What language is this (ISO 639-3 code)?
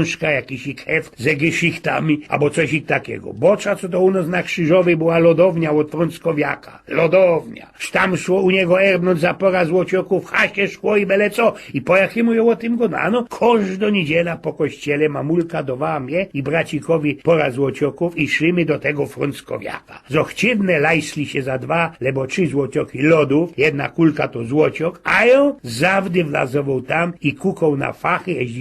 szl